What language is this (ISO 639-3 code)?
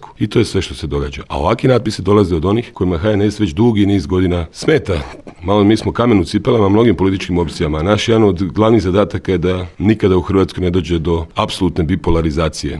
hrv